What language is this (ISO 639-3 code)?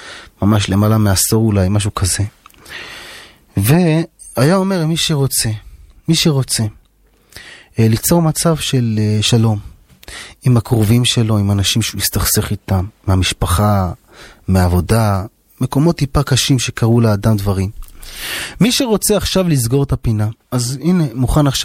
heb